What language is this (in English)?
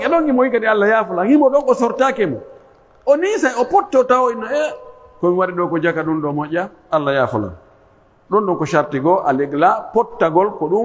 Pular